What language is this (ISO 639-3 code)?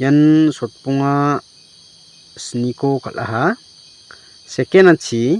grt